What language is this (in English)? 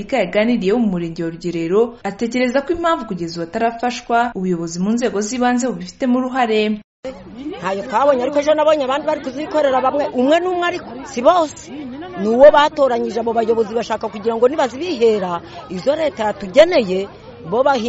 Kinyarwanda